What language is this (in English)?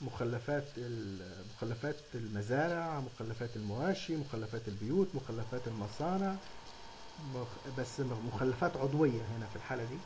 Egyptian Arabic